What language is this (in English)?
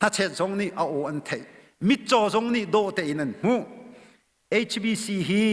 Hakha Chin